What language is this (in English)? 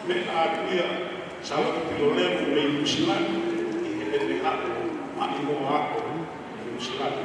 Tongan